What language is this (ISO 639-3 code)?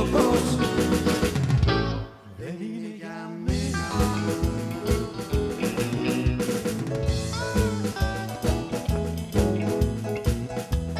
ell